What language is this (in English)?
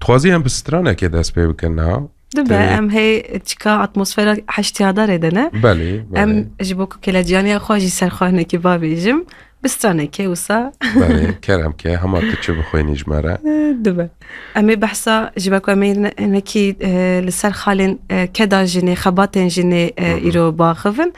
Kurdish